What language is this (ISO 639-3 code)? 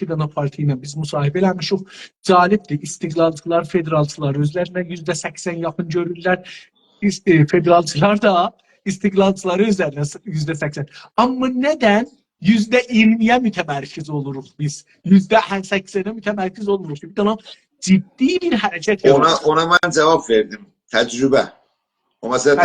azb